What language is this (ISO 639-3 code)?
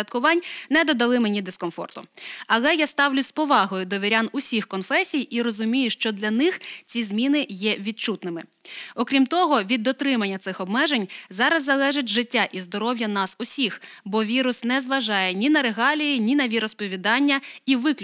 ukr